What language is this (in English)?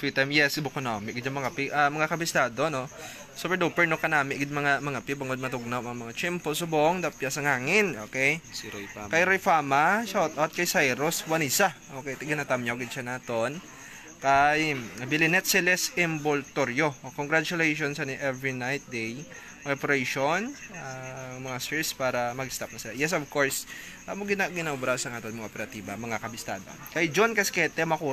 Hiligaynon